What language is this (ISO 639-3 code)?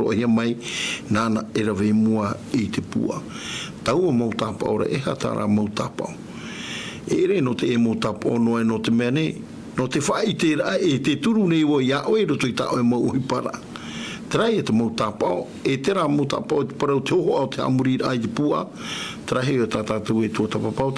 tah